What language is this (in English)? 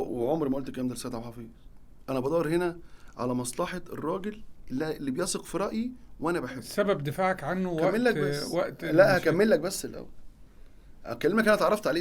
Egyptian Arabic